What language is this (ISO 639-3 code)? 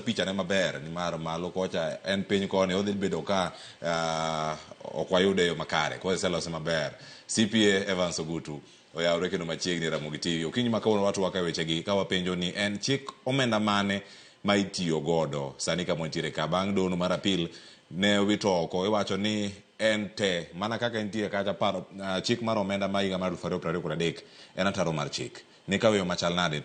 luo